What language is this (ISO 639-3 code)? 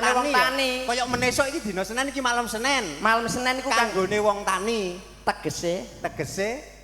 jav